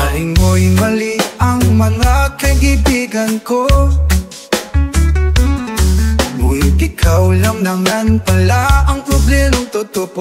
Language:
Filipino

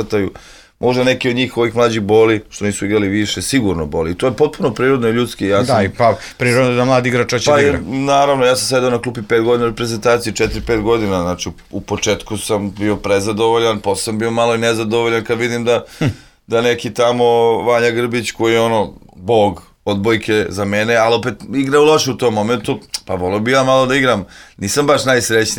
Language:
Serbian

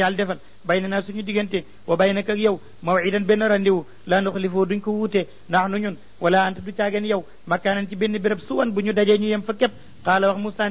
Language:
Wolof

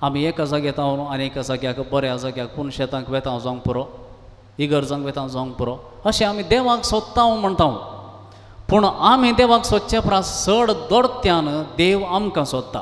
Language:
Konkani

